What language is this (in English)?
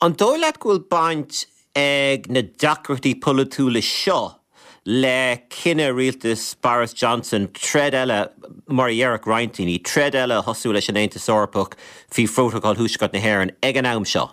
Irish